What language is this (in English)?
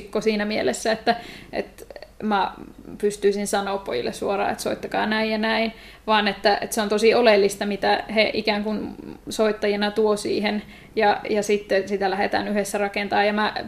Finnish